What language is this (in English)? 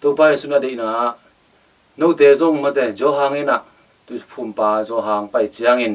Tedim Chin